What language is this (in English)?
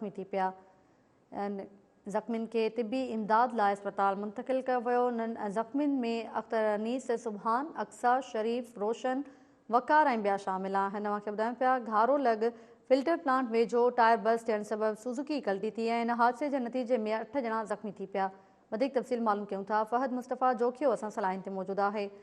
Sindhi